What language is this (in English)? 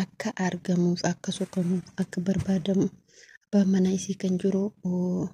Oromo